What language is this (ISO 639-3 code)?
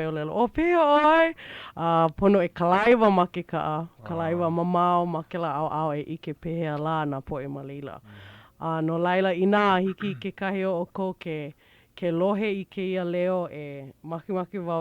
haw